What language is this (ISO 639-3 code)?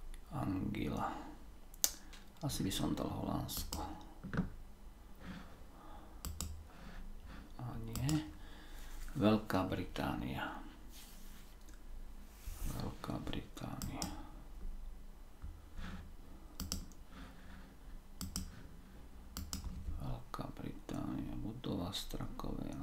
slk